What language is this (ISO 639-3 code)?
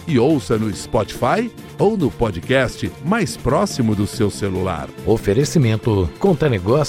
por